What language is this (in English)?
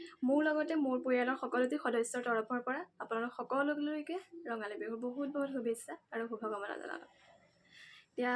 Assamese